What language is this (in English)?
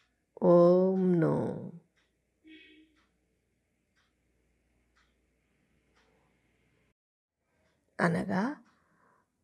Telugu